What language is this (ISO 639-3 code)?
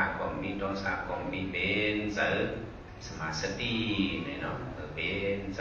shn